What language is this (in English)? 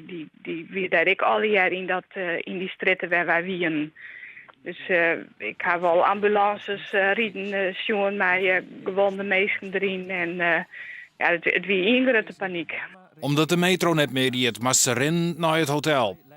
Western Frisian